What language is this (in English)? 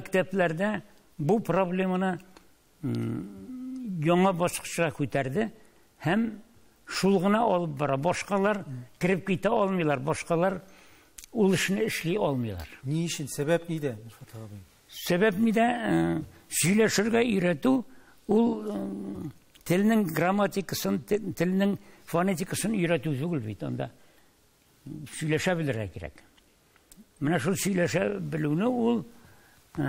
Tatar